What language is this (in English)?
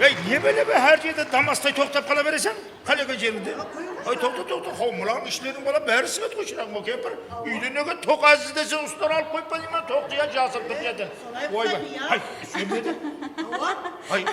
Kara-Kalpak